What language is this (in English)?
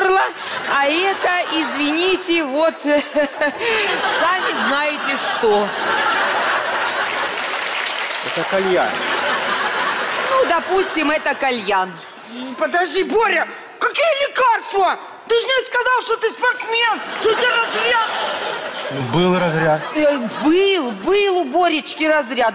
Russian